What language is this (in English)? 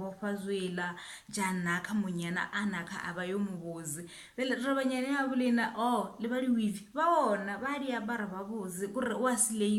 Northern Sotho